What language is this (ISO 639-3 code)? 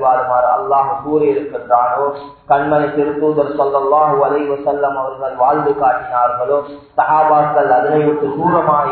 tam